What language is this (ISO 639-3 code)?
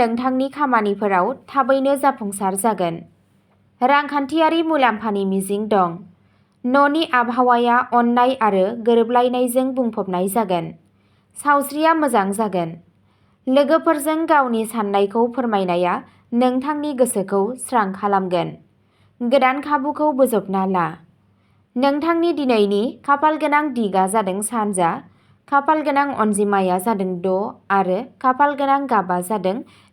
brx